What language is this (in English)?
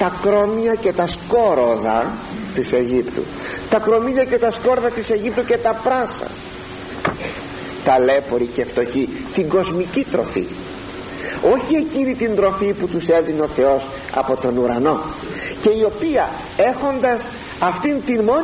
Greek